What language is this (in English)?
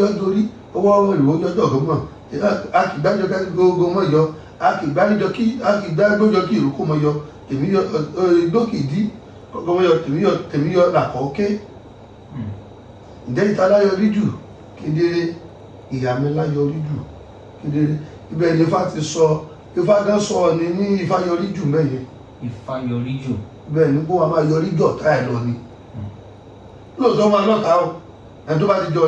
Yoruba